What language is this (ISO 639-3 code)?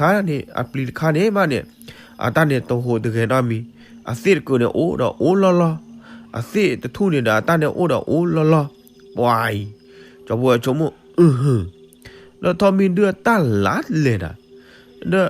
ksw